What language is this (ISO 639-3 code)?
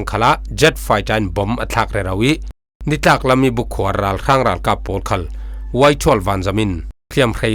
cfm